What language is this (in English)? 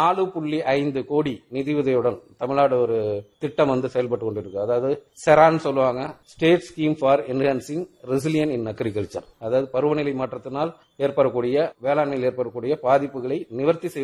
Tamil